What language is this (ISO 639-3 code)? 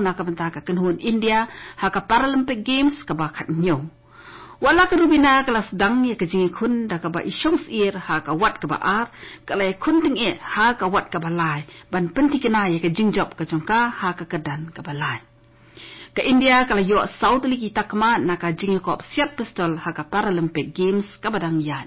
kha